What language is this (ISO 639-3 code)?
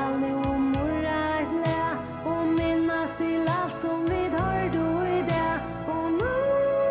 fao